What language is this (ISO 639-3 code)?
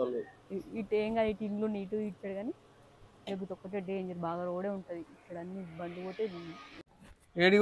tel